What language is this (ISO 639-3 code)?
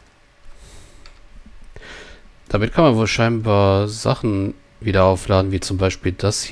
deu